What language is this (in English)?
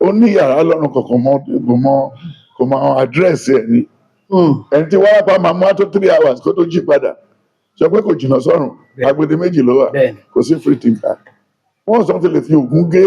Yoruba